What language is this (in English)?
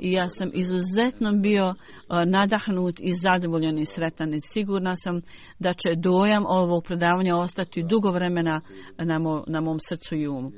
Bosnian